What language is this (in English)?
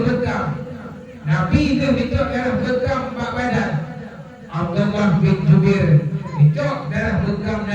Achinese